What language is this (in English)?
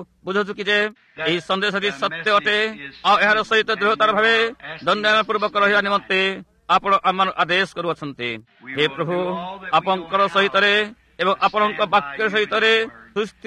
Odia